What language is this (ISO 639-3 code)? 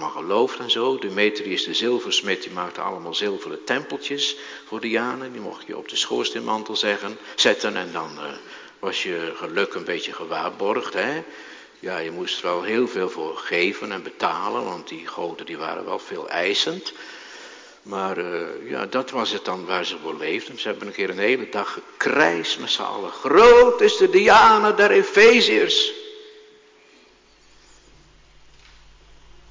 nld